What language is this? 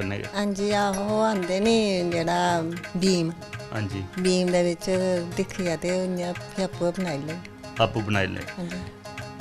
Dogri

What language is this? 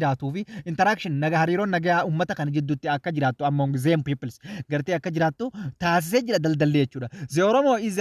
Oromo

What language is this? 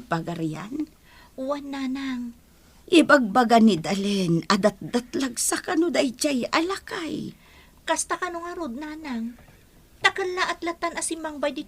Iloko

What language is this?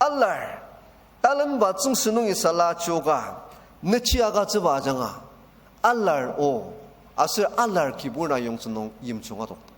Ao Naga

